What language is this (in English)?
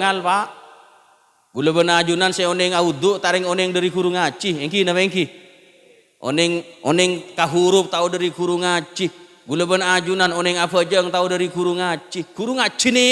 Madurese